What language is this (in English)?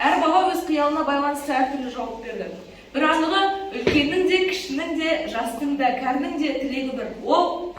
Kazakh